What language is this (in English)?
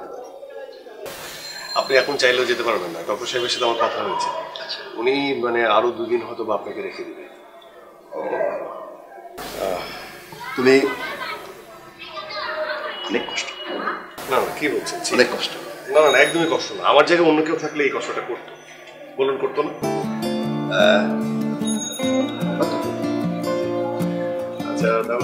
Bangla